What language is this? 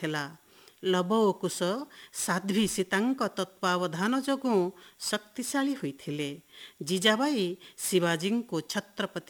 Odia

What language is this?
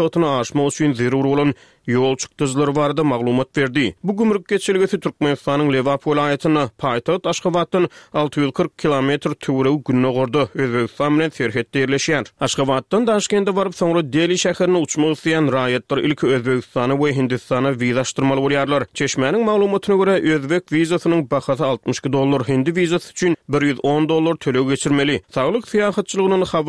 Turkmen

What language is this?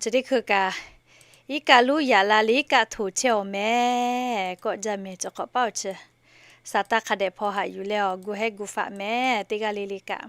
Lahu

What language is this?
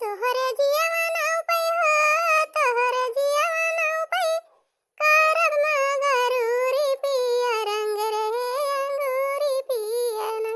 Awadhi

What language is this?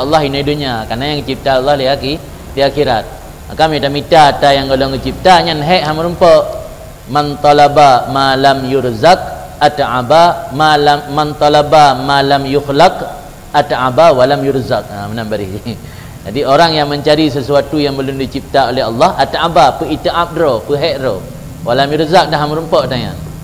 Achinese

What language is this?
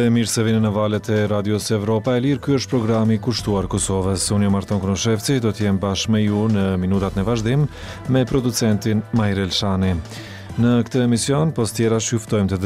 Albanian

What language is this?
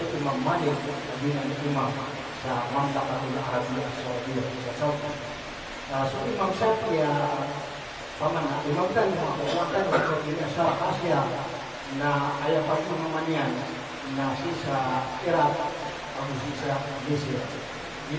Maranao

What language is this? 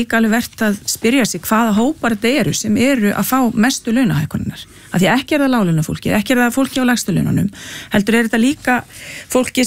Icelandic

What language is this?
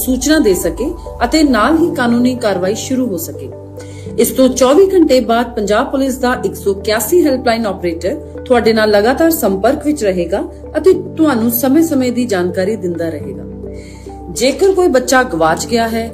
Punjabi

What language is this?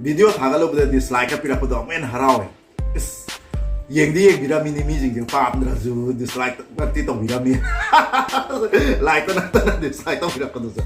Manipuri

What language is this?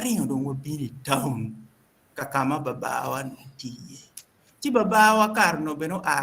Acoli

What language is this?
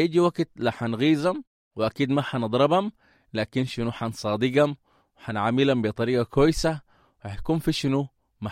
Sudanese Arabic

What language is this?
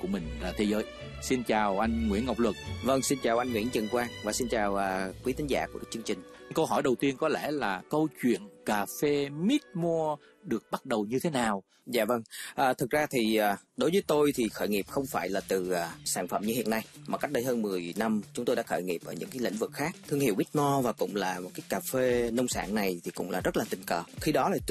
Vietnamese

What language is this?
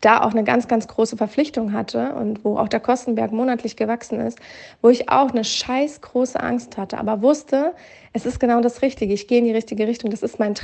German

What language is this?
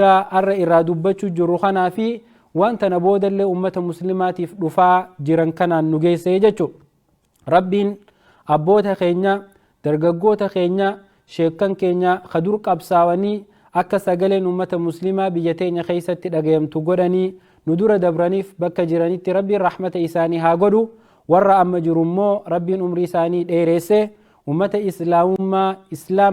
Oromo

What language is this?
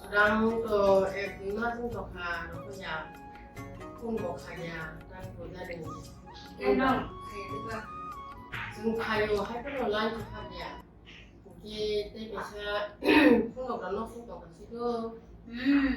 Kok Borok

